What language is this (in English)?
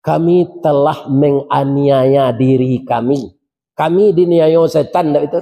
Minangkabau